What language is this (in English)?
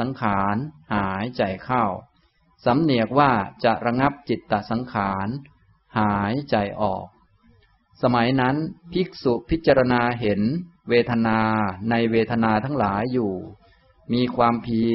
Thai